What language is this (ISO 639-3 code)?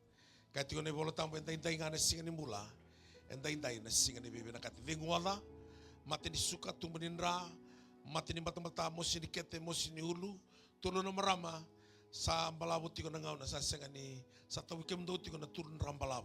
fij